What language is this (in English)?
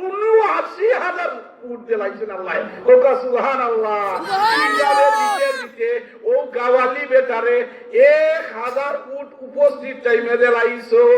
Sylheti